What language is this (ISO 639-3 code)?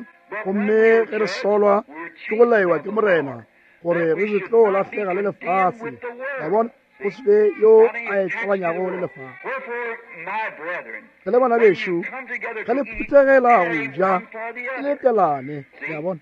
nso